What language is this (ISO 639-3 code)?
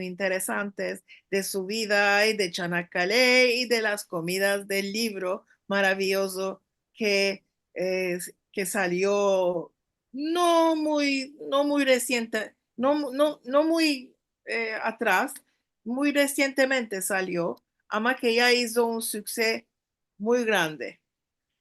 lad